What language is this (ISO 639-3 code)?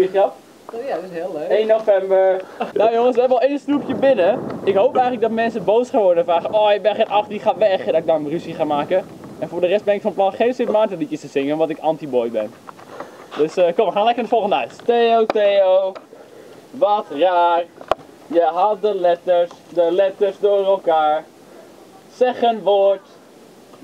nld